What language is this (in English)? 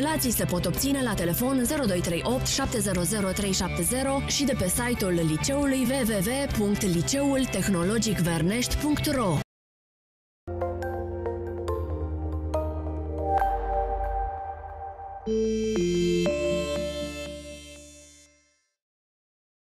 Romanian